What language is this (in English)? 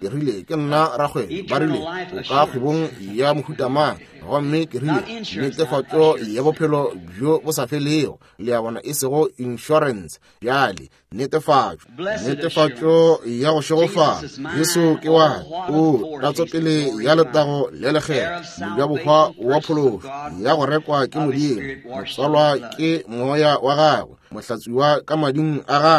Northern Sotho